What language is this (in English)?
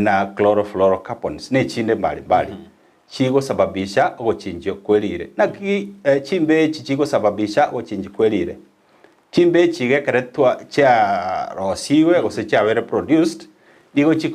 Gusii